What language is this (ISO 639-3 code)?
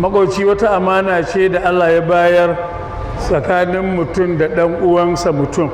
hau